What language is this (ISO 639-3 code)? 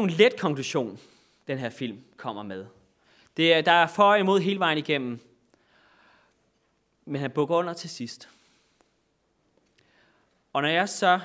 dan